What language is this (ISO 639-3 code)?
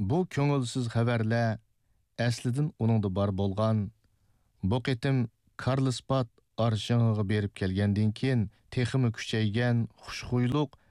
uig